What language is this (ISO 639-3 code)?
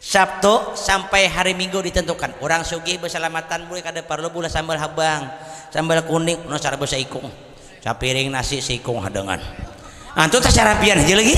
bjn